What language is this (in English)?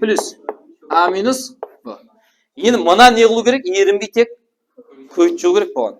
Kara-Kalpak